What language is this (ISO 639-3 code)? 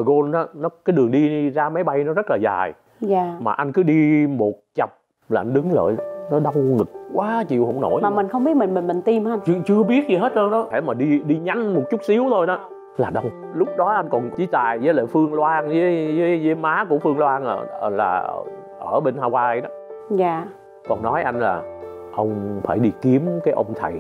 vie